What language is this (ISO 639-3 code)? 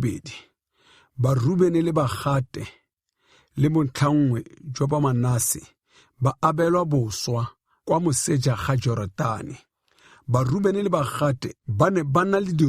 tsn